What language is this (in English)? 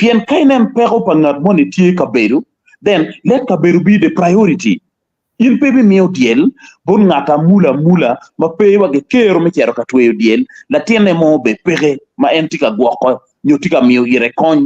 Acoli